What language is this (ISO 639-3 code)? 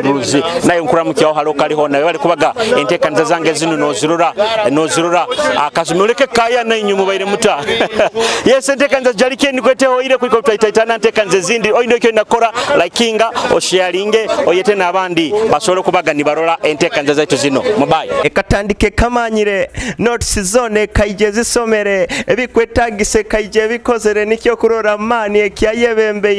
nyo